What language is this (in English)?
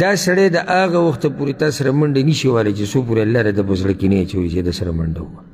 Pashto